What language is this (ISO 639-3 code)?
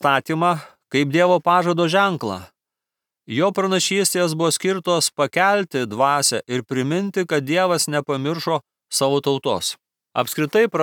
lit